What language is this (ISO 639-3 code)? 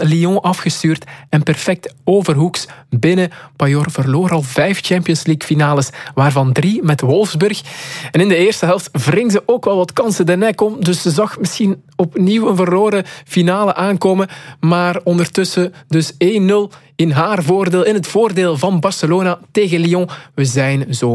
nld